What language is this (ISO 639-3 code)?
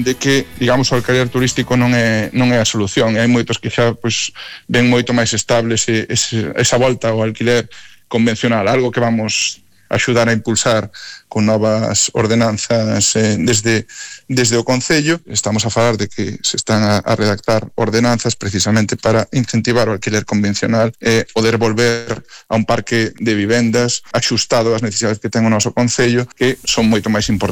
glg